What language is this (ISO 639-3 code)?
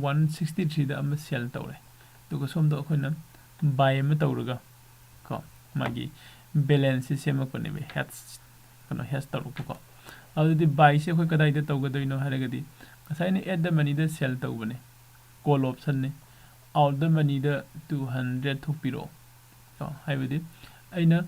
mni